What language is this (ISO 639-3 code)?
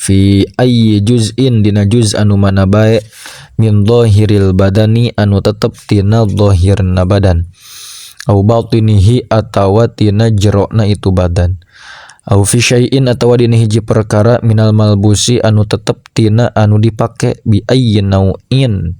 sun